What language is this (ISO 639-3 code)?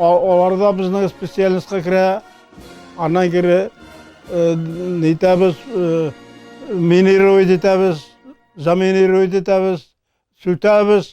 bak